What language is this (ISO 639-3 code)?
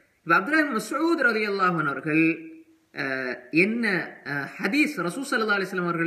tam